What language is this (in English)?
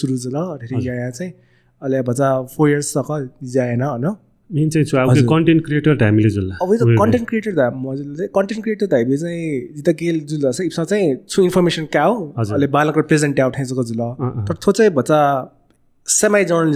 Newari